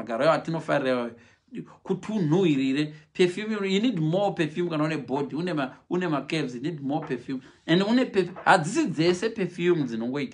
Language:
Shona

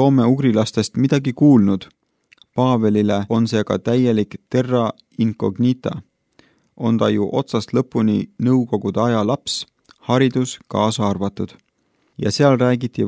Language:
Estonian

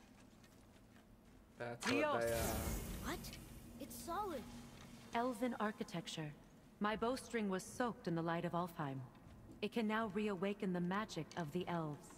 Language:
English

